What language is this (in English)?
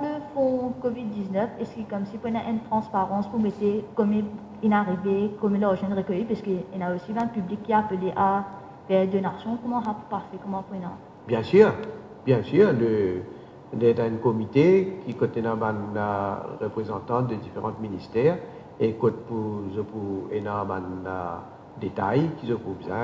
Morisyen